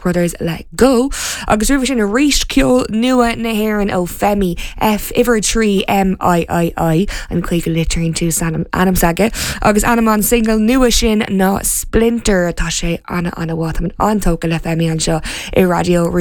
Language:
Irish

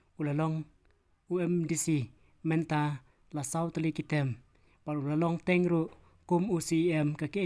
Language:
Khasi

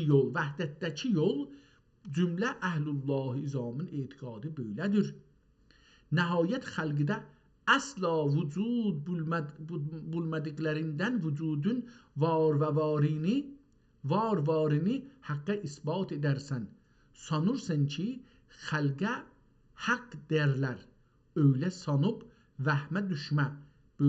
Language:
South Azerbaijani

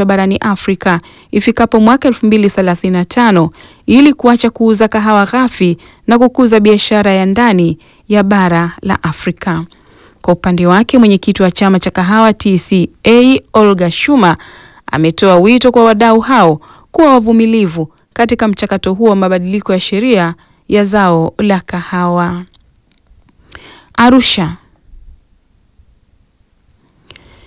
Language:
Swahili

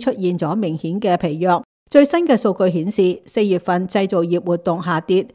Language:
Cantonese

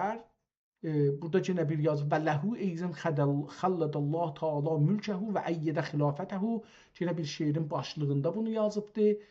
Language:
South Azerbaijani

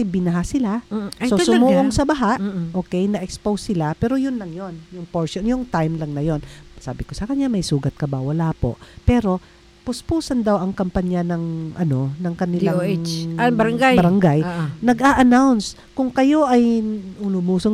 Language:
Filipino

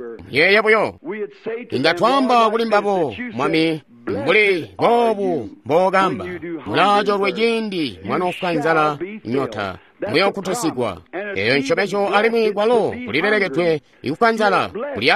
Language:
Tonga (Zambia)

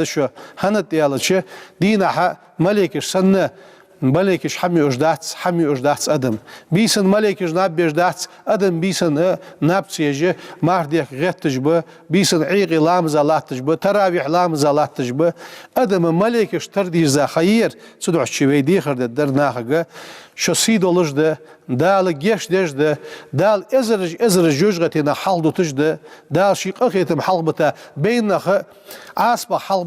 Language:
Ingush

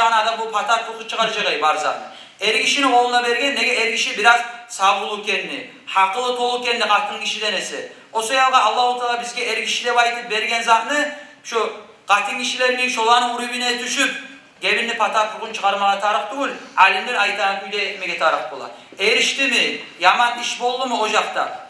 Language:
Kumyk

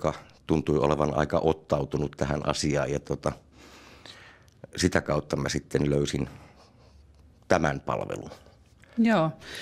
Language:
Finnish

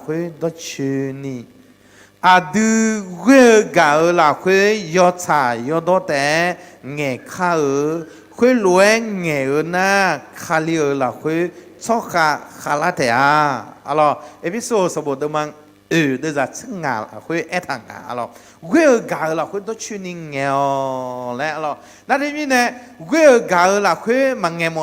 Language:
Akha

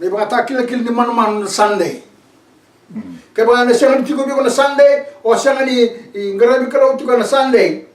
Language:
Fijian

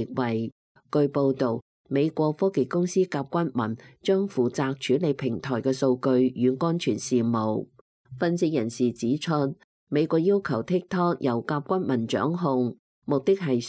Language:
Cantonese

